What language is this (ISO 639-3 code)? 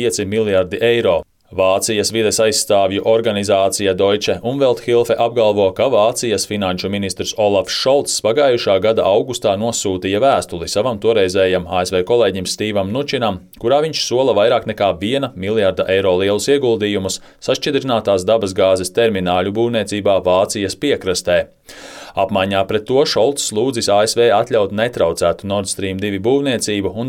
lav